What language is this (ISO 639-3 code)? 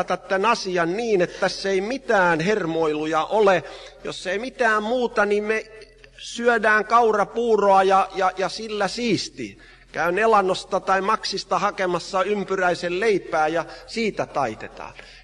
fin